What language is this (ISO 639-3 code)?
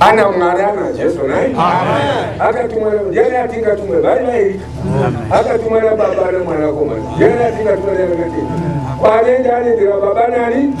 sna